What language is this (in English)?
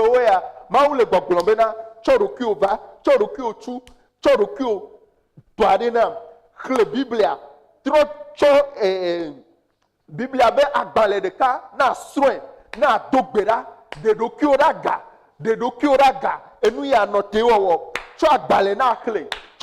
Ewe